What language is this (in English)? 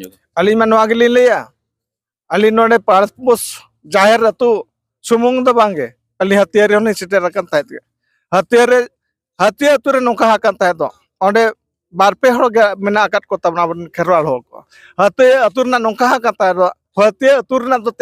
Santali